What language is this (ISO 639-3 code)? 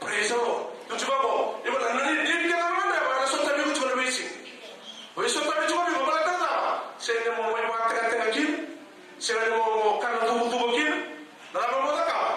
fij